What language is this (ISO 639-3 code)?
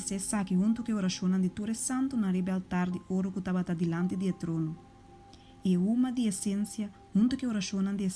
pap